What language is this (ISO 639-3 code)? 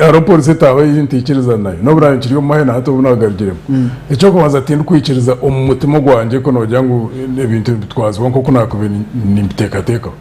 nyn